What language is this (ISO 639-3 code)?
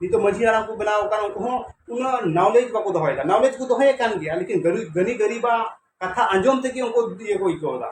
sat